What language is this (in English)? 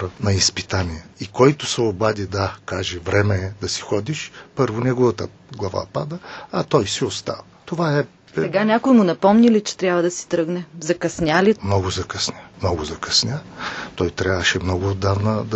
Bulgarian